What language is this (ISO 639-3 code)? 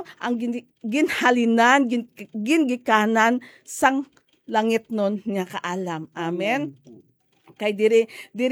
hil